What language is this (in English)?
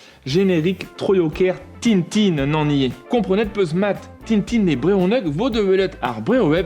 Breton